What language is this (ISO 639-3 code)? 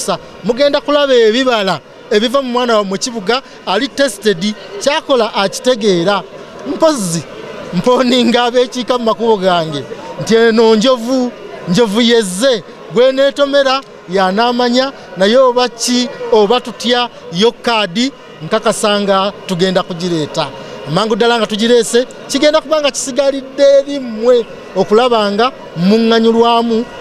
lug